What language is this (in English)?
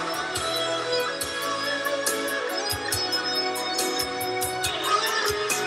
Ukrainian